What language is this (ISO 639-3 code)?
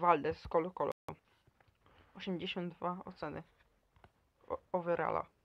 pol